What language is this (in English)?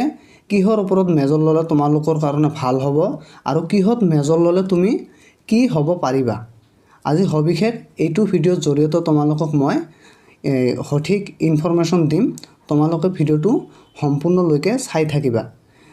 Assamese